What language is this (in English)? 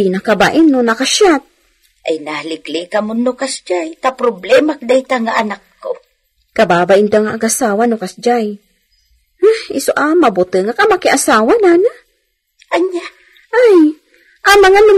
Iloko